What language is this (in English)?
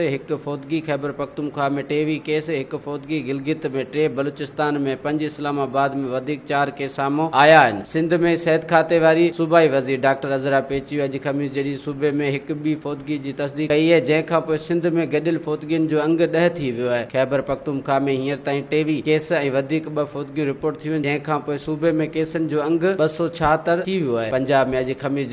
Sindhi